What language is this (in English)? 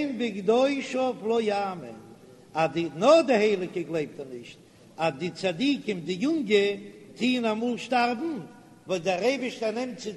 Yiddish